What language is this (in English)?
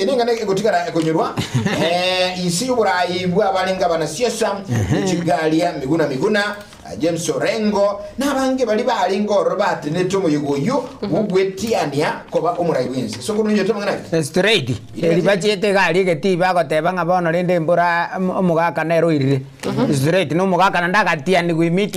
Gusii